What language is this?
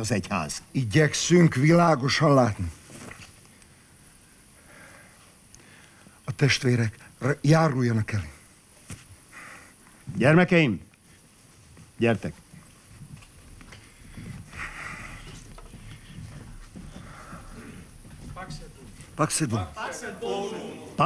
Hungarian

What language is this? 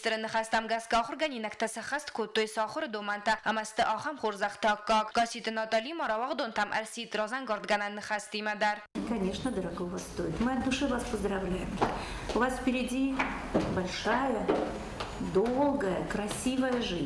Ossetic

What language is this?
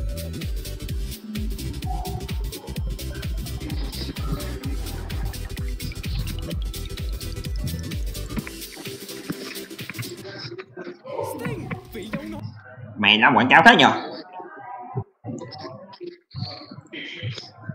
Vietnamese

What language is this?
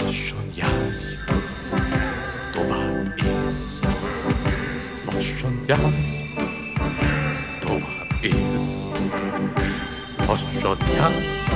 Hungarian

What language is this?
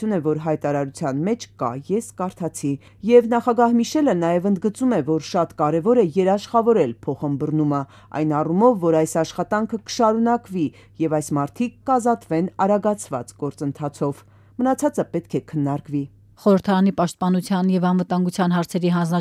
Armenian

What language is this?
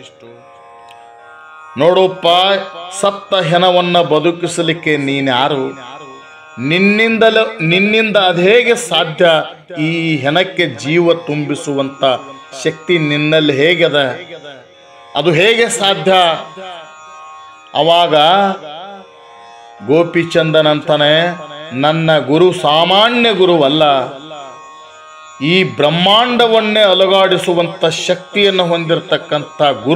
Kannada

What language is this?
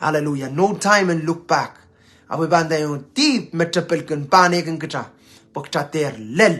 Pohnpeian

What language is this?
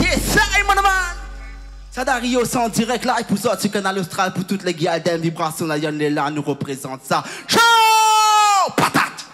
Réunion Creole French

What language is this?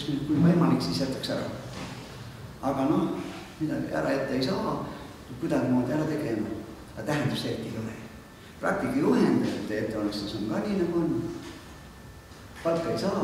Estonian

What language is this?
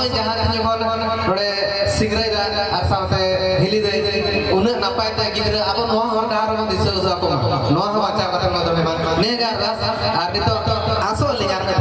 Santali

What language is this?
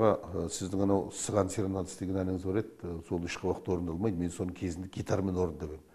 Kazakh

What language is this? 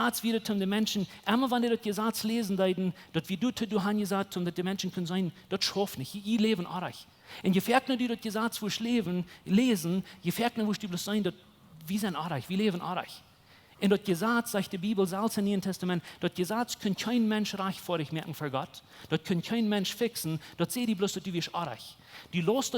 Plautdietsch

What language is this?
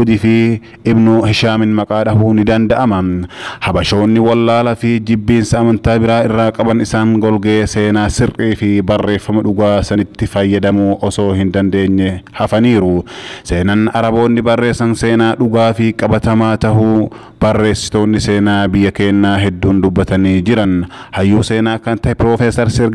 Oromo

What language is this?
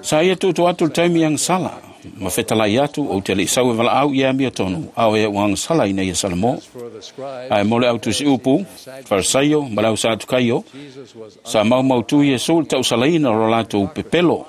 Samoan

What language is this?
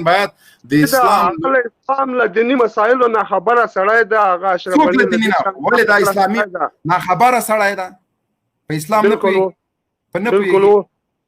Pashto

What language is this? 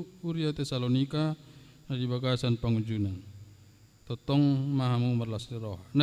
Batak Toba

